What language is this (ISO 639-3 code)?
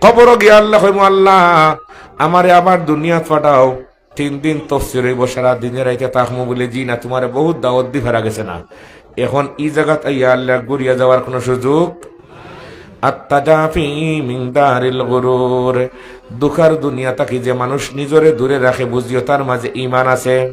syl